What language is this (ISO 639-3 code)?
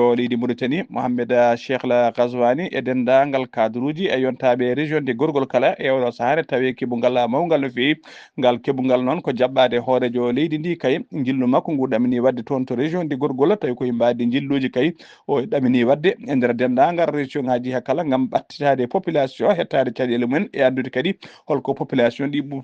ful